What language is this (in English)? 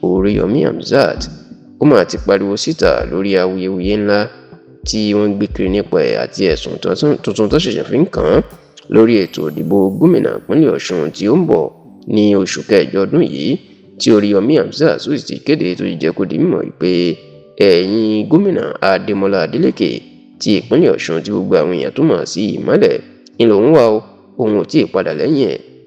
Yoruba